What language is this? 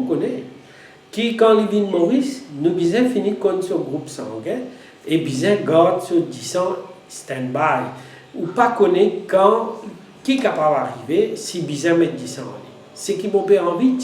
Morisyen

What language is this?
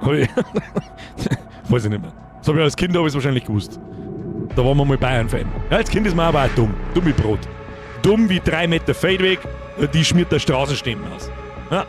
Bavarian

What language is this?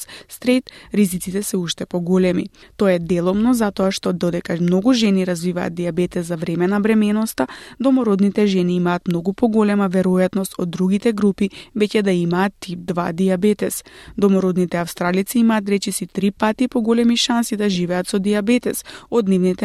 Macedonian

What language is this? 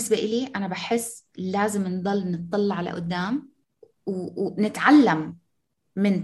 North Levantine Arabic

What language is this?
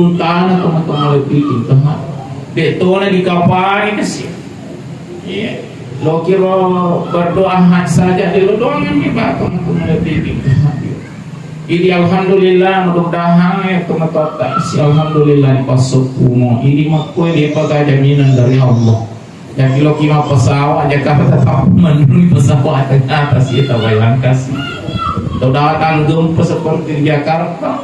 Buginese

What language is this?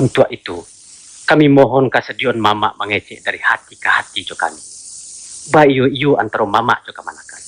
Minangkabau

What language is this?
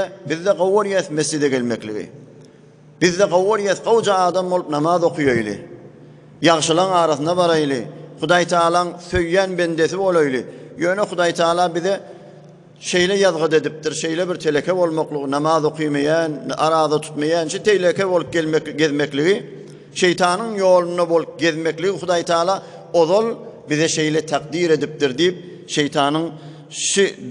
Turkmen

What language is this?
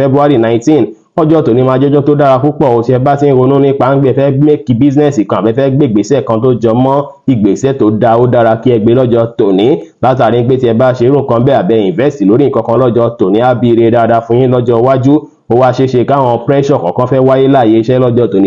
Yoruba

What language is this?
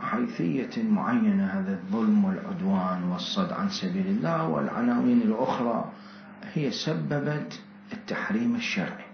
Mesopotamian Arabic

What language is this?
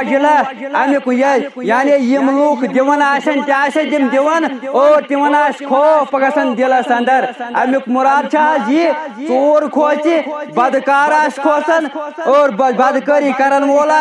Kashmiri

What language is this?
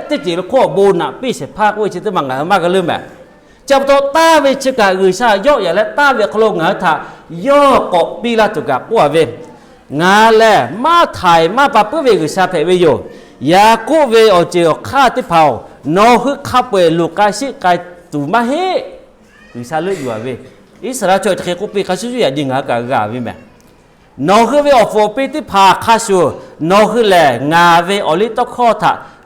Lahu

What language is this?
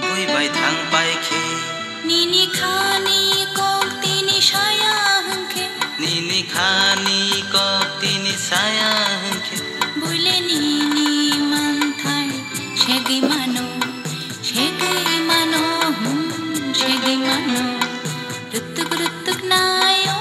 Kok Borok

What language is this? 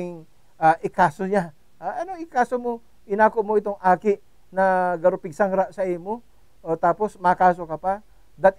Bikol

